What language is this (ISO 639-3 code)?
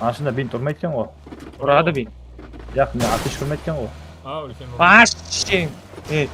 kaa